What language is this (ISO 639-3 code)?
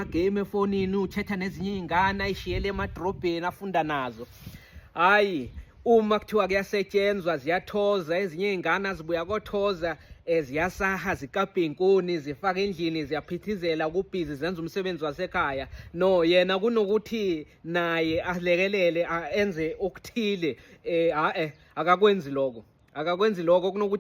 zul